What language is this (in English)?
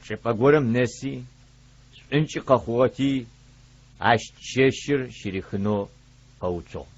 Adyghe